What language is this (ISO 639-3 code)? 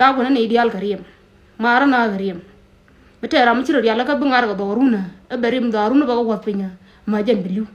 nus